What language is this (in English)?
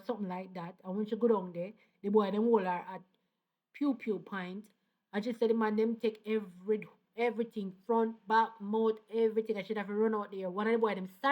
Jamaican Creole English